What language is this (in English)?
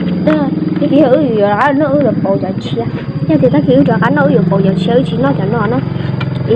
Hmong